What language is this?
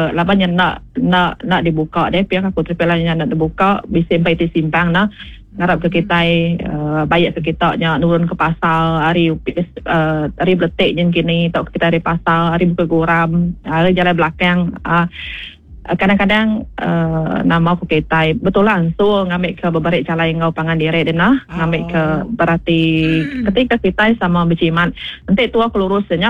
Iban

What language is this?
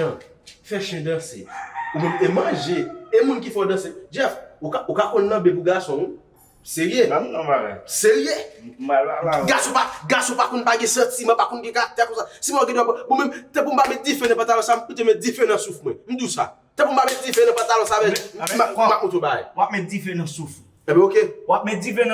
Haitian Creole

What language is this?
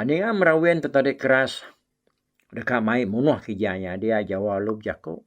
Iban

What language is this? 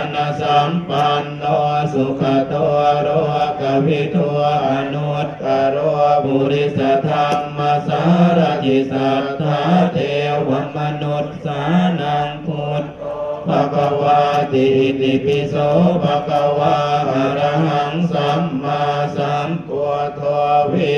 Pali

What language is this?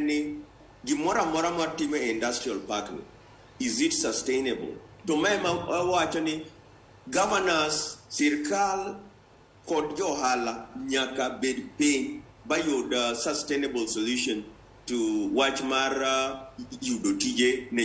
Luo (Kenya and Tanzania)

